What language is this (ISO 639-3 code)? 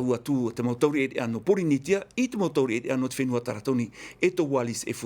tah